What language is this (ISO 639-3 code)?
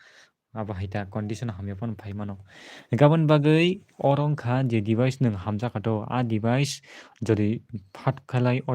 trp